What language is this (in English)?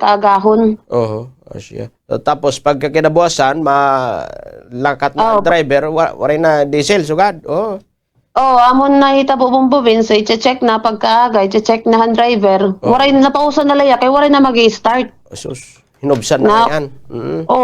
Waray